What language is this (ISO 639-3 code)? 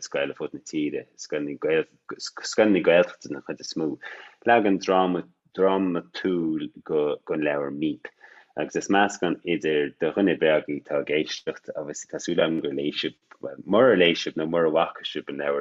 gle